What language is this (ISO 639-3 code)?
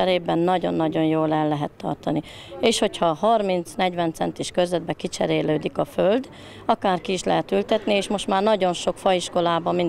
hun